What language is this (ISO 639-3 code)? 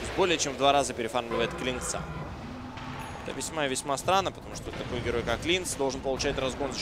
rus